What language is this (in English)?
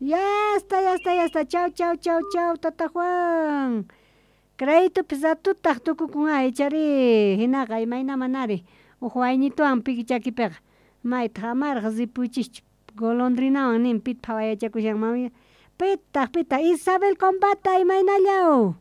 South Bolivian Quechua